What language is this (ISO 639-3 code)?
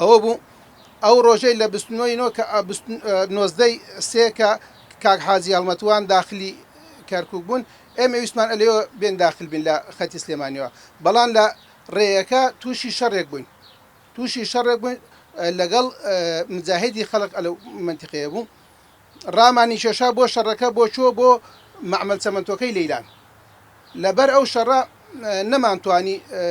ckb